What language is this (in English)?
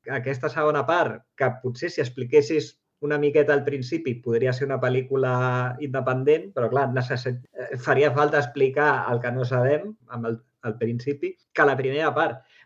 Catalan